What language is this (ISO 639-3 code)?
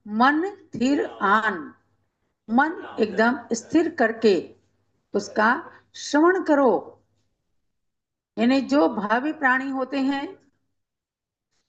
hin